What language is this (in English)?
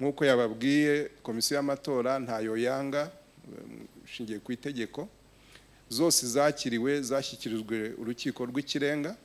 Kinyarwanda